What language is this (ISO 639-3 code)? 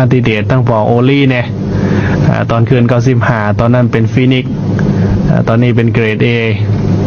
lao